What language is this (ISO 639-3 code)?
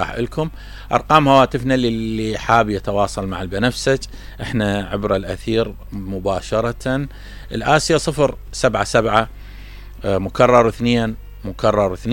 acm